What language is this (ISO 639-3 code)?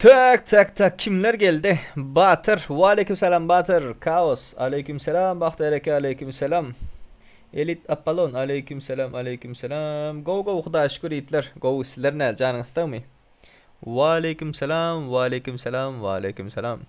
tuk